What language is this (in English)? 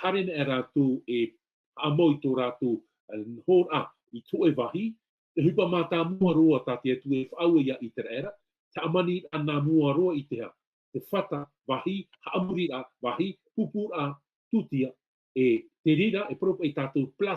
Tahitian